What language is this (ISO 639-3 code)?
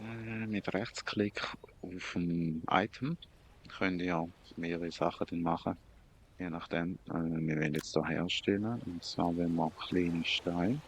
gsw